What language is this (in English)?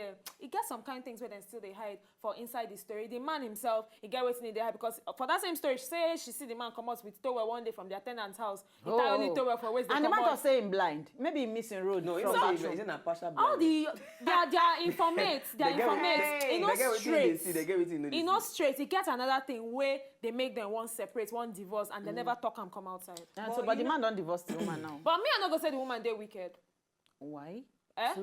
Nigerian Pidgin